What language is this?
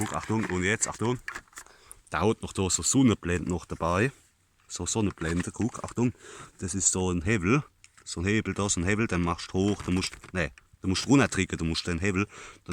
Palatine German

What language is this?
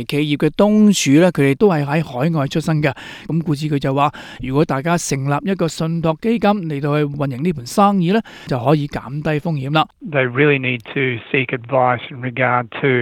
Cantonese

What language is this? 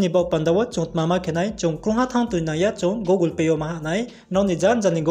Riang (India)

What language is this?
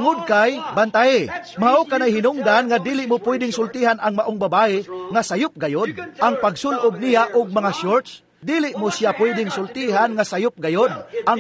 Cebuano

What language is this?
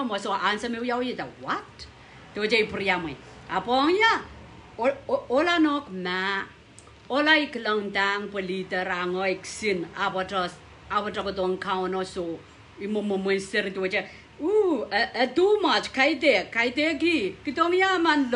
Pohnpeian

